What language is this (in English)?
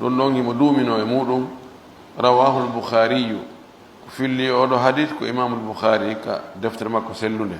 Pular